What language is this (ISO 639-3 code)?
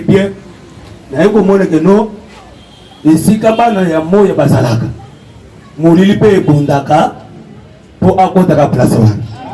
lin